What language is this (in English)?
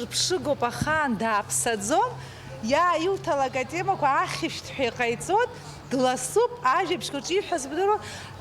Abkhazian